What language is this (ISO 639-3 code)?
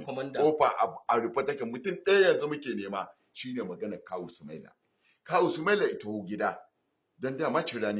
hau